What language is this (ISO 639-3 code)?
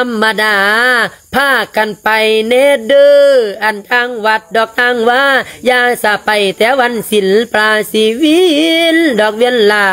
lao